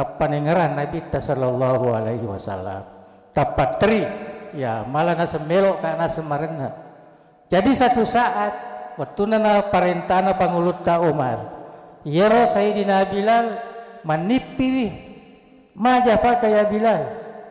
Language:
Buginese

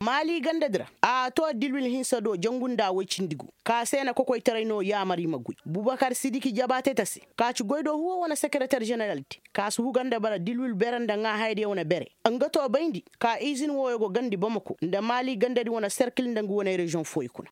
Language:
Koyraboro Senni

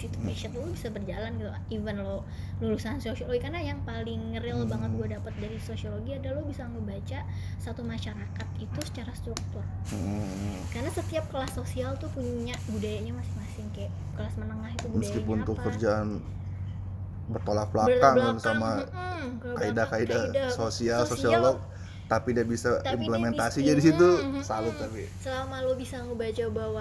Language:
Indonesian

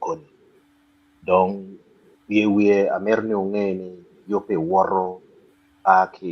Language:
Acoli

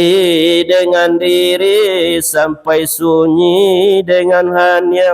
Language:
Minangkabau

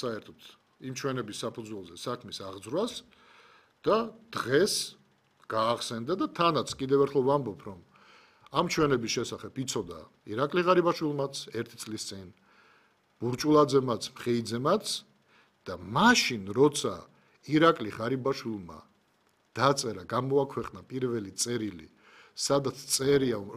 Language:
Georgian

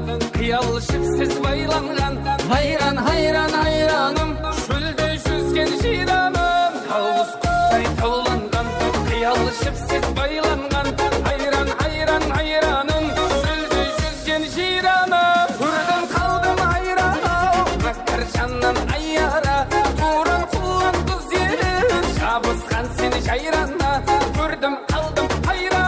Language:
Kara-Kalpak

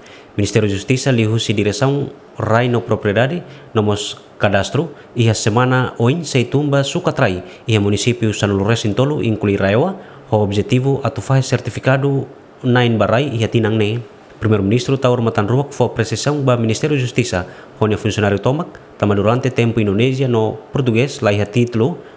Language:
Tetum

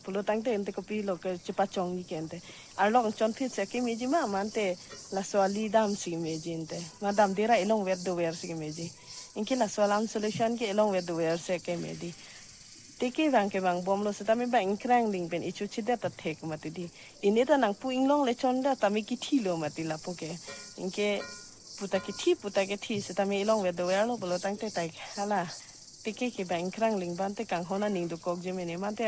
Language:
Karbi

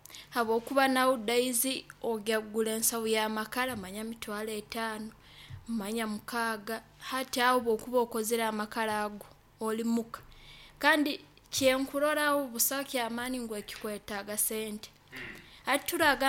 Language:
Nyoro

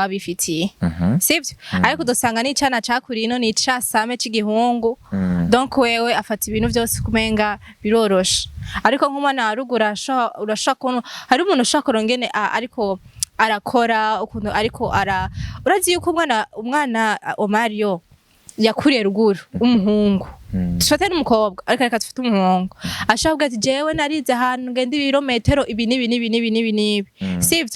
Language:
Rundi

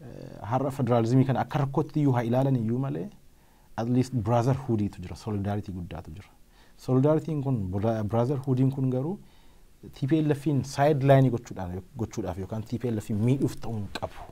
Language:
Oromo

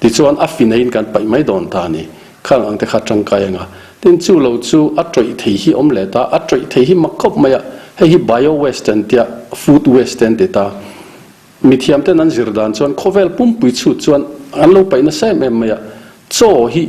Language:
Mizo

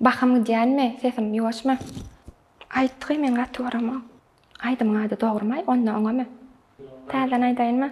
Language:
Turkmen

